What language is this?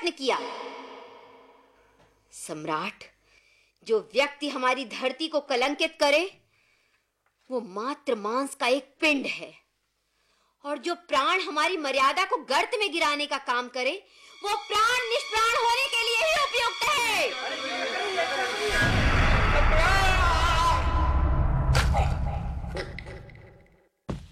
Hindi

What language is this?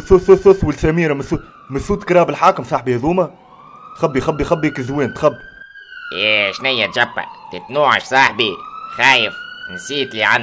Tunisian Arabic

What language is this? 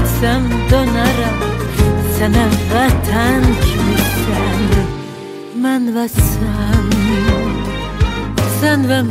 Turkish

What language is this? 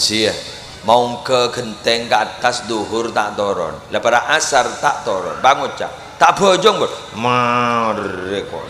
Madurese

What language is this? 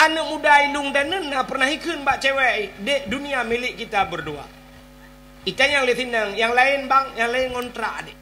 Achinese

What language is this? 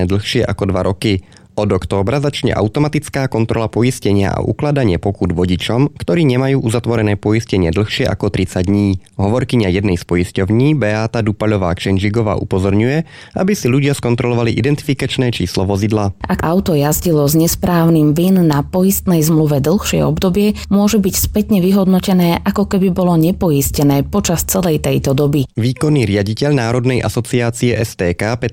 Slovak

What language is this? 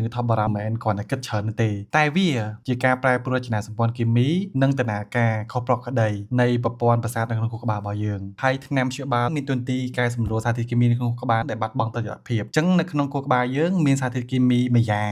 Khmer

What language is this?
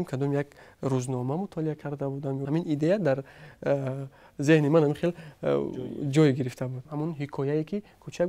Tajik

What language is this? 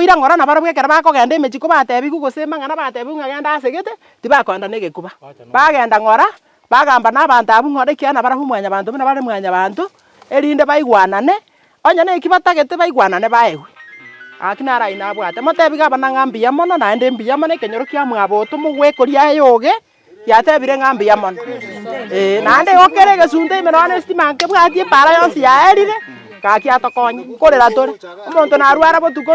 Gusii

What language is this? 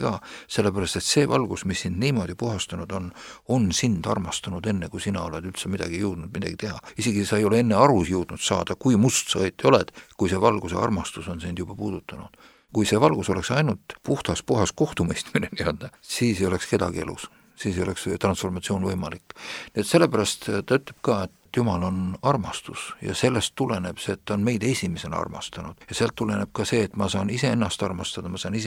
Estonian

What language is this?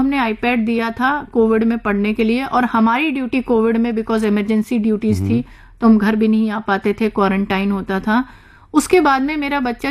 Hindi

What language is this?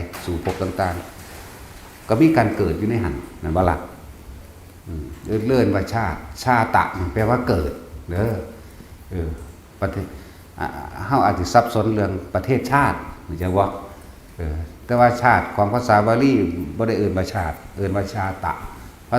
Northeastern Thai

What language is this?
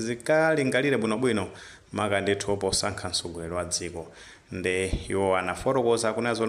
Nyanja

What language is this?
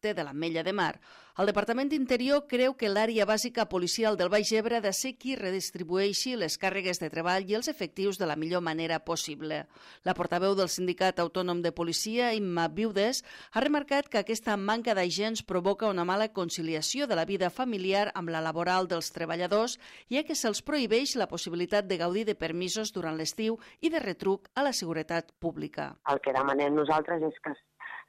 Catalan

